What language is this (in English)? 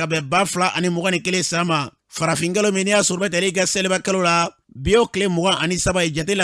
Bambara